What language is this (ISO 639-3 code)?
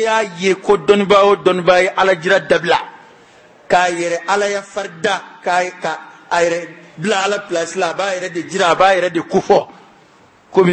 bam